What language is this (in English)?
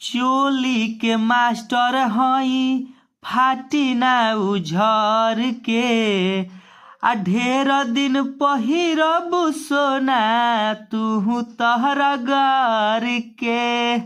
Bhojpuri